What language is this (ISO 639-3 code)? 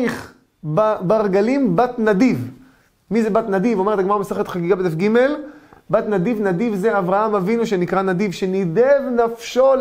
heb